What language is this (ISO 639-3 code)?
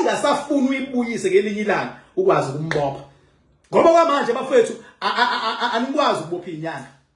zul